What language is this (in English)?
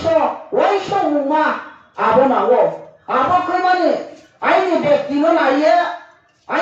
Riang (India)